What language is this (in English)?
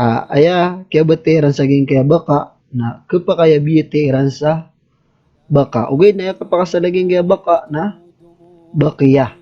Maranao